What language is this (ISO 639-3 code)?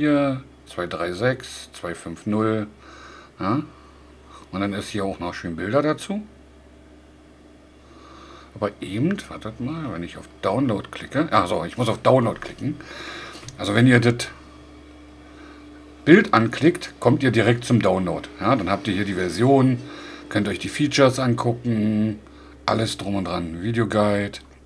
deu